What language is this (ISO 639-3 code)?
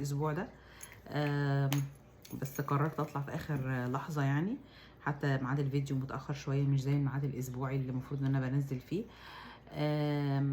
arz